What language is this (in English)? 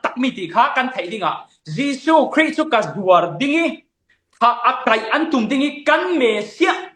Falam Chin